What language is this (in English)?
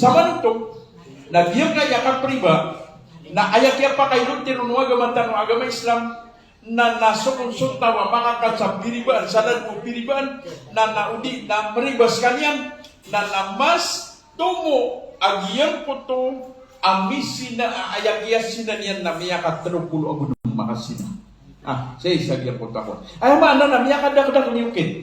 Maranao